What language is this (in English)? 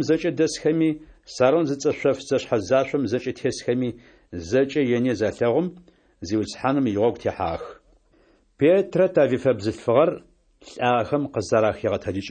Adyghe